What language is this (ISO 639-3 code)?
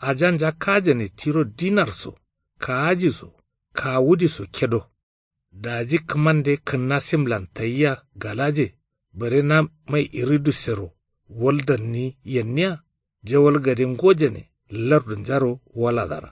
kau